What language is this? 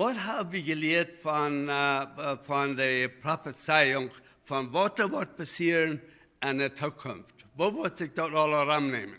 Plautdietsch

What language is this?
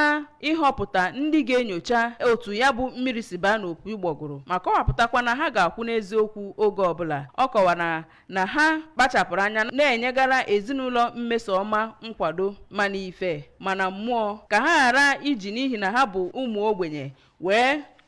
Igbo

